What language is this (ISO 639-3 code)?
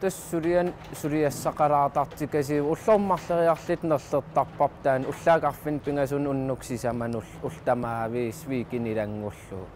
kal